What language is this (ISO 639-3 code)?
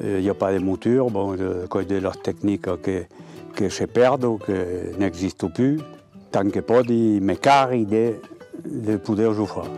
oci